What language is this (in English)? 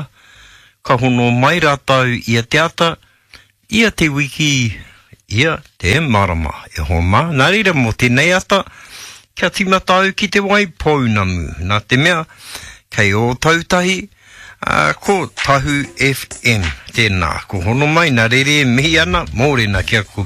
Māori